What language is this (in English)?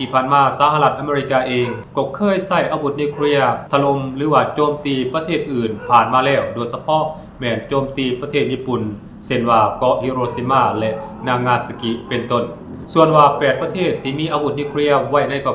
Lao